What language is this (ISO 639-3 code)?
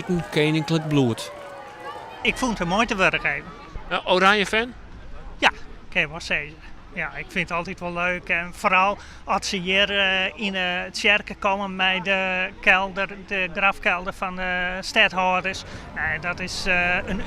fry